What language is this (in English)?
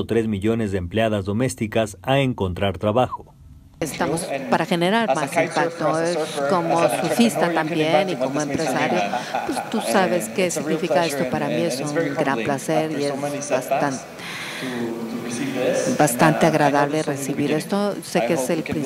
Spanish